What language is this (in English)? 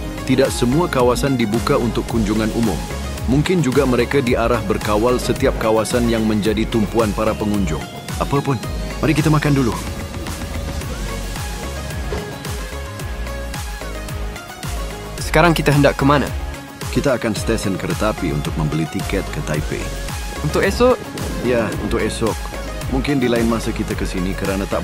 Malay